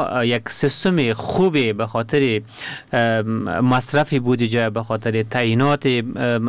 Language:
Persian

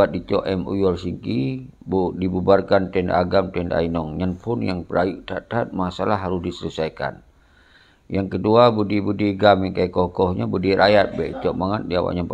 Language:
Achinese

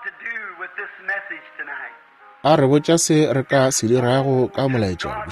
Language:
Northern Sotho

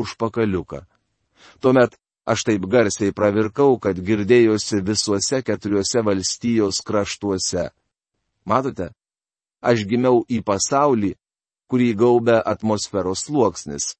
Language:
Lithuanian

